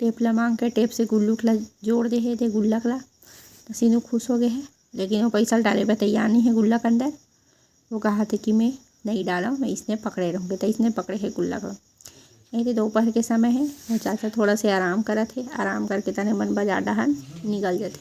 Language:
Chhattisgarhi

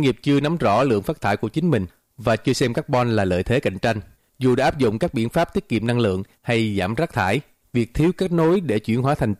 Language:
Vietnamese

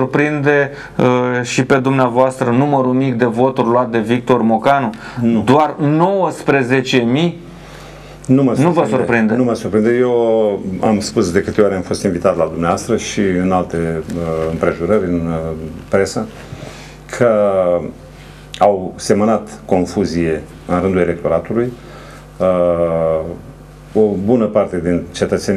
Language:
Romanian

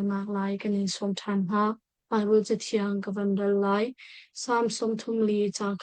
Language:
Hakha Chin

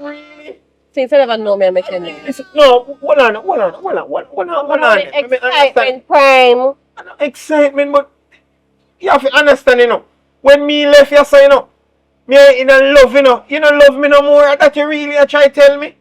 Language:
Jamaican Creole English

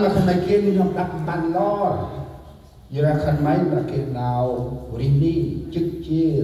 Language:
Central Mnong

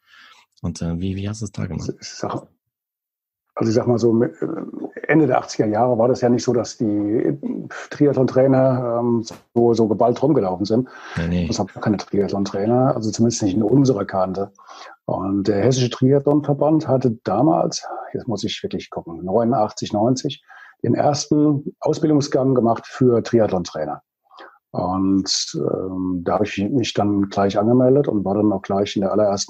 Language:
German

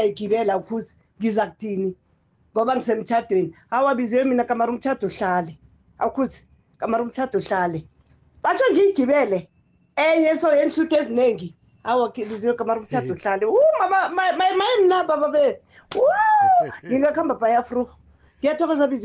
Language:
South Ndebele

